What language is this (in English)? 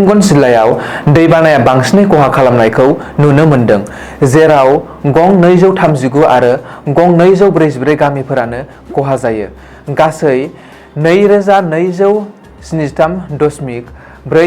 Bodo